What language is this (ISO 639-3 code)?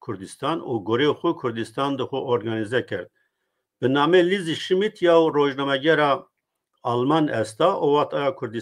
zza